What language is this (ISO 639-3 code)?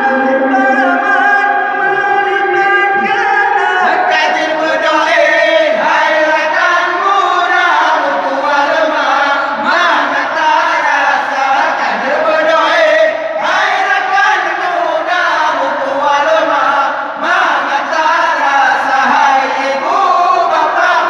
ace